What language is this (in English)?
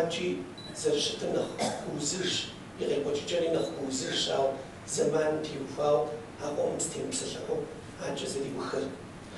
Kabardian